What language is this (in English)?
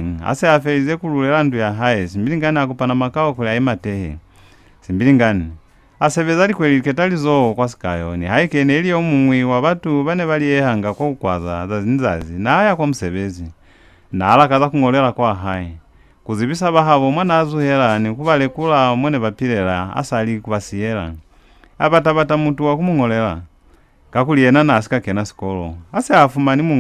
Lozi